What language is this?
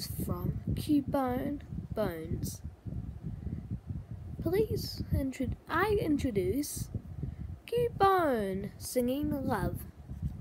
English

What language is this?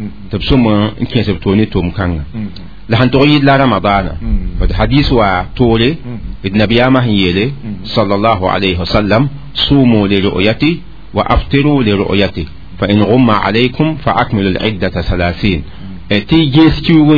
Mossi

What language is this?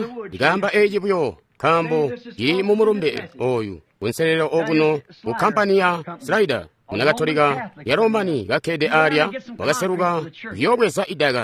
Tonga (Zambia)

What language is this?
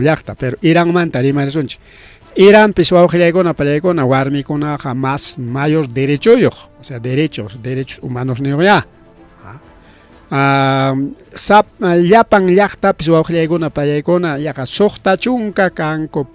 Ayacucho Quechua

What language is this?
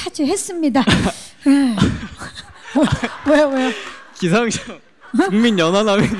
Korean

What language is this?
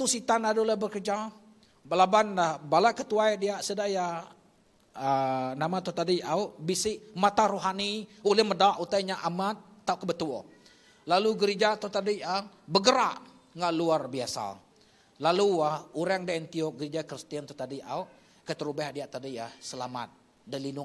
Iban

